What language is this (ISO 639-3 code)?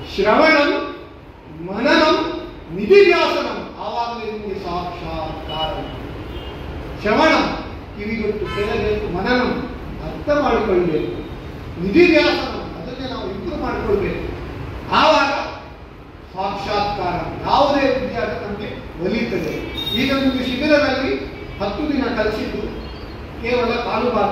kan